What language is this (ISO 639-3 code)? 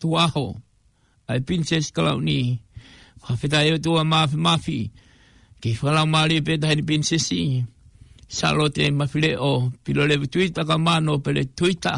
ton